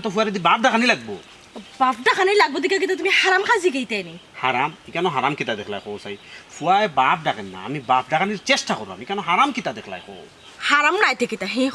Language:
Sylheti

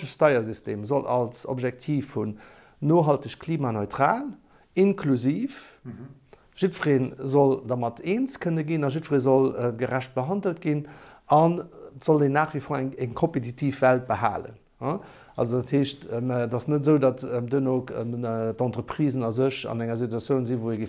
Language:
Luxembourgish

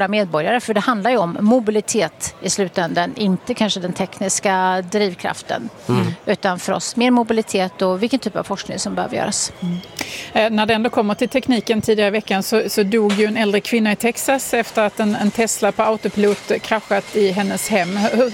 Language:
Swedish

